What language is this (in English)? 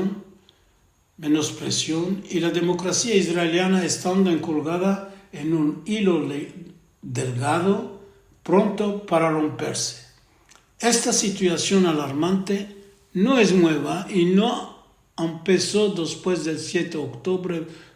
Ladino